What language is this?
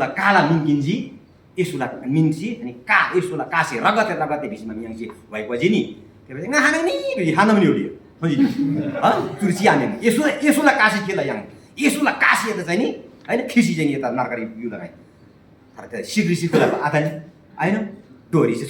Eastern Tamang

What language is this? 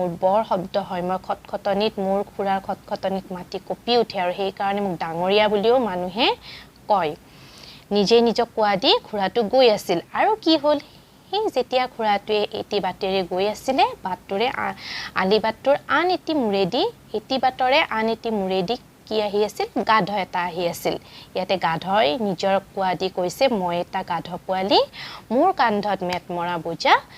Assamese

